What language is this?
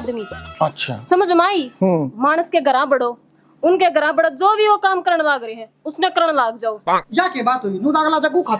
Haryanvi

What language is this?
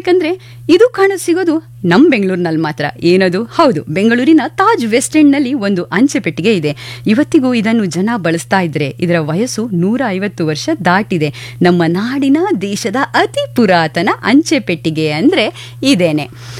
Kannada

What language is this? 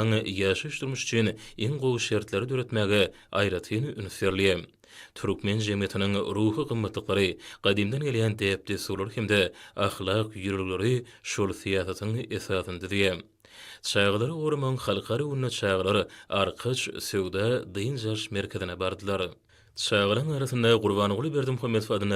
Turkmen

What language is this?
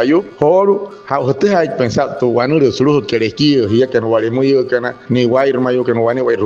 Wayuu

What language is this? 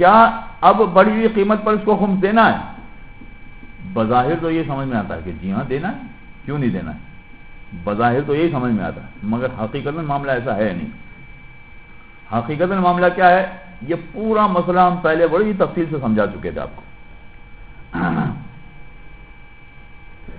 Urdu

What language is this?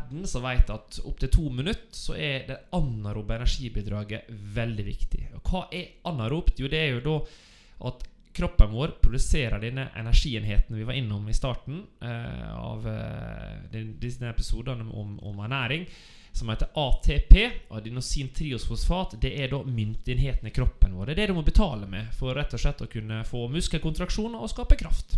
Norwegian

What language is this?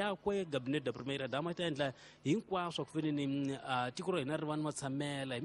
Tsonga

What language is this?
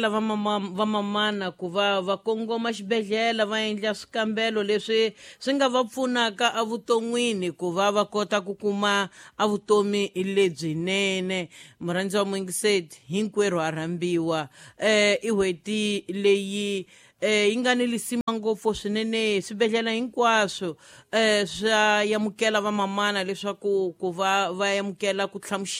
Tsonga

